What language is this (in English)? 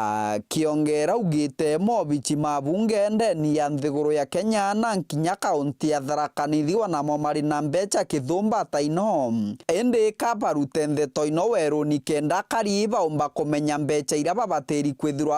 Meru